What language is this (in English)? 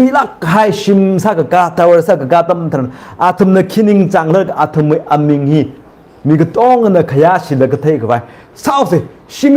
Tangkhul Naga (India)